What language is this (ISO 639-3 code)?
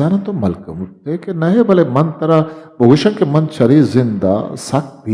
bgp